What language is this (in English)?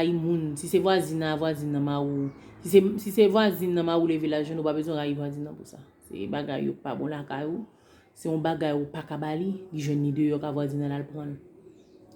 Haitian Creole